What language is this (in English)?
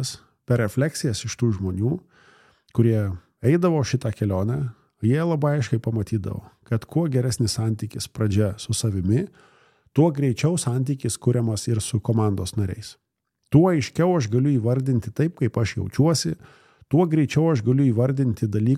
Lithuanian